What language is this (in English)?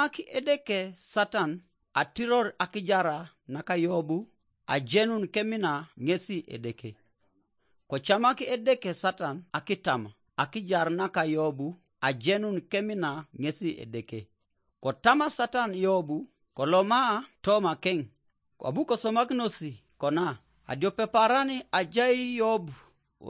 Teso